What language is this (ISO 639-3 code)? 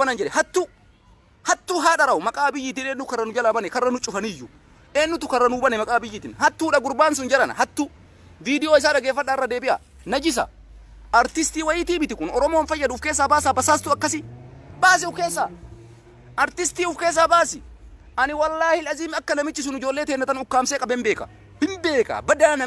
orm